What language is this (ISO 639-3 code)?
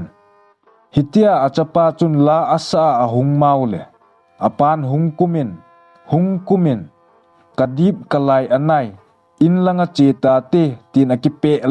tcz